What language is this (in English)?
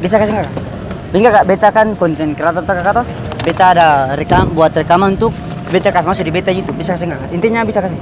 Ambonese Malay